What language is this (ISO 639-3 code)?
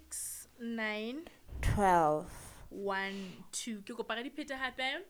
sot